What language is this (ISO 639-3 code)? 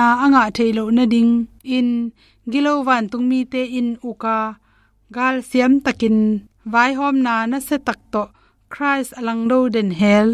ctd